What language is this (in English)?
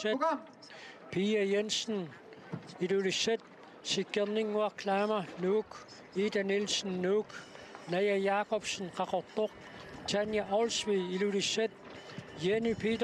Kalaallisut